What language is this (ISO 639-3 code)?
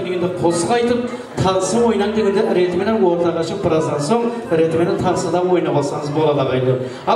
kaa